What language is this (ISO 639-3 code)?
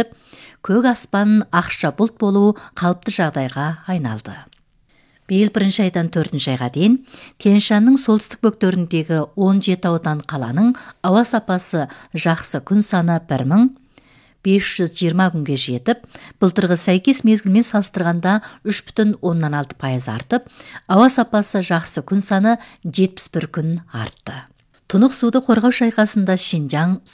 kaz